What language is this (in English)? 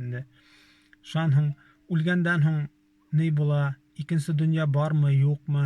Bashkir